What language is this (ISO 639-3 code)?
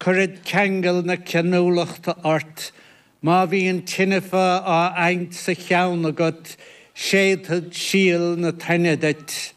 gle